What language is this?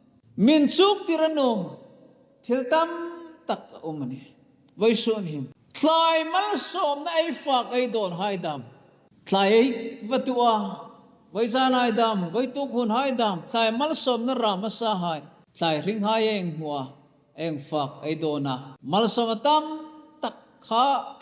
Hmar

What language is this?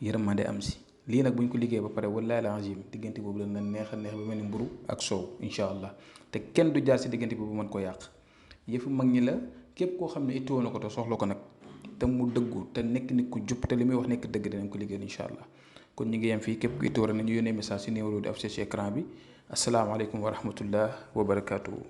Wolof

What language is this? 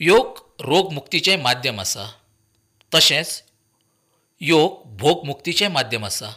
Konkani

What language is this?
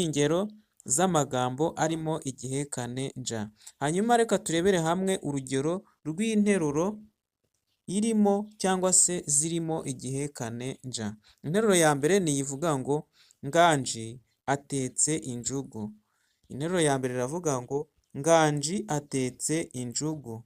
Kinyarwanda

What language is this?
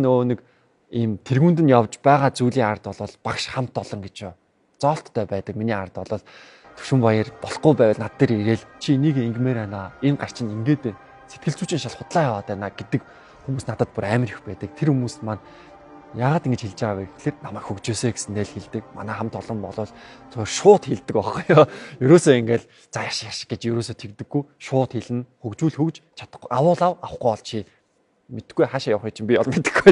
Mongolian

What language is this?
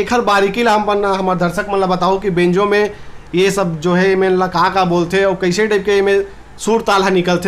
Chhattisgarhi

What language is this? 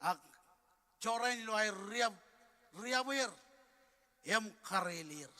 Marshallese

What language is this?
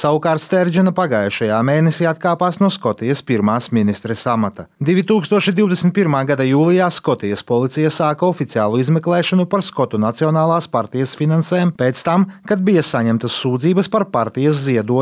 Latvian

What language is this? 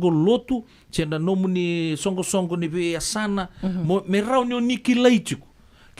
Fijian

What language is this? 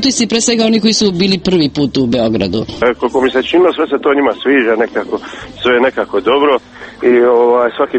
Serbian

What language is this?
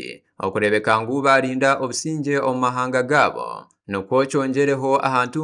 Nyankole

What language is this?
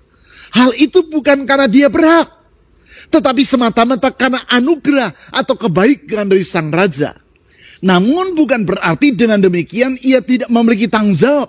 Indonesian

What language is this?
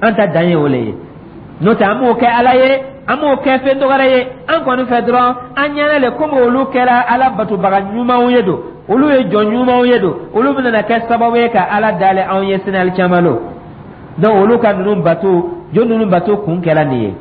Dyula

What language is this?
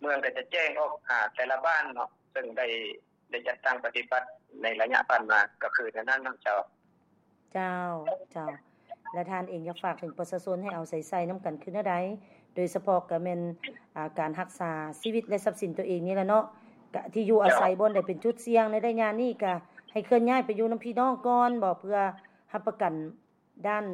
Lao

